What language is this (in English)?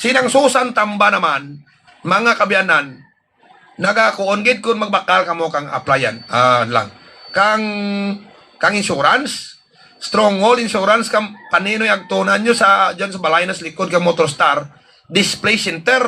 Hiligaynon